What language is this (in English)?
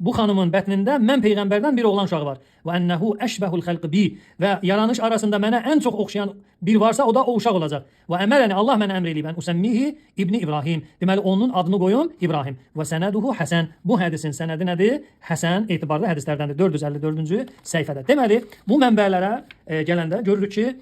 Azerbaijani